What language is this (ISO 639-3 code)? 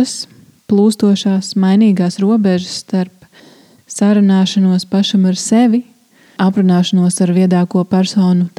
lav